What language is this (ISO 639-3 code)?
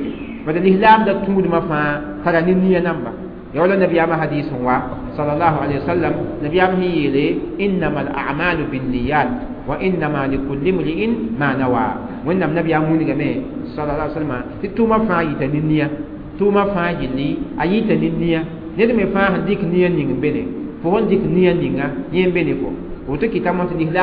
mos